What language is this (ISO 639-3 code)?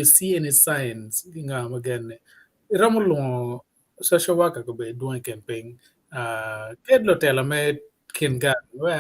ach